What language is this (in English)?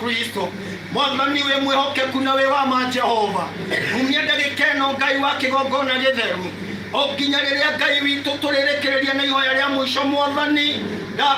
Kikuyu